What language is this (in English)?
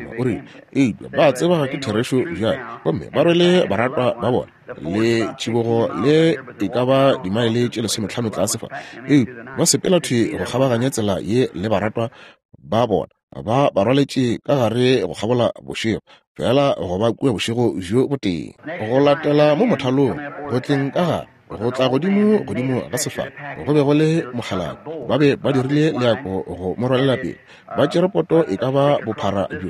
Northern Sotho